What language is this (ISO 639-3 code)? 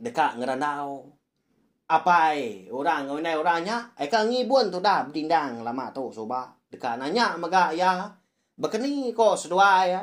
iba